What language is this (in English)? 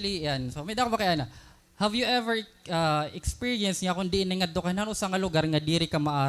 Waray